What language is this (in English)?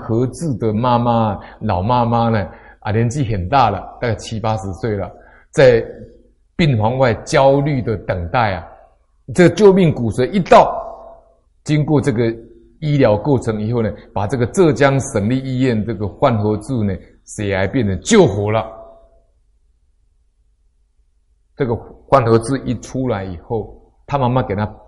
Chinese